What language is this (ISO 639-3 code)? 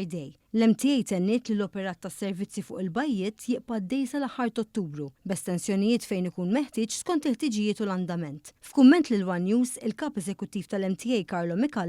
mlt